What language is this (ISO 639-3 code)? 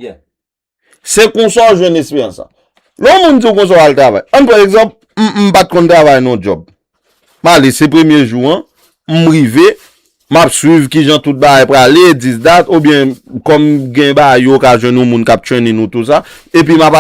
hat